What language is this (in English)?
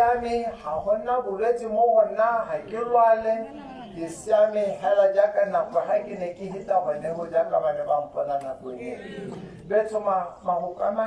Tswana